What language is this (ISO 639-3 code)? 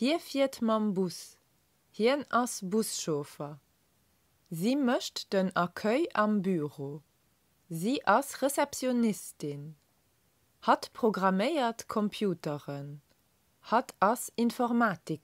ltz